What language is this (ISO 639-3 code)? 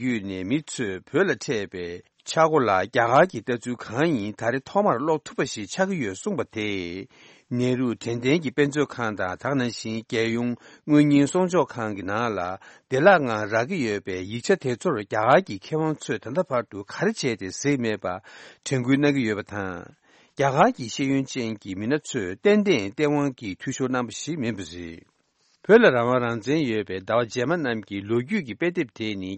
bod